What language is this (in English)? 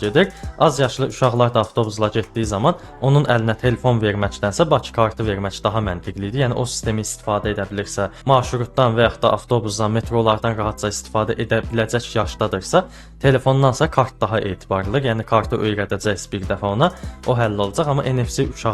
Azerbaijani